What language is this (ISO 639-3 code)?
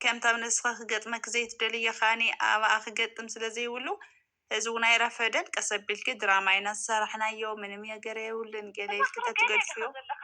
tir